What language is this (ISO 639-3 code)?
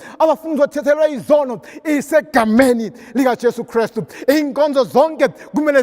zul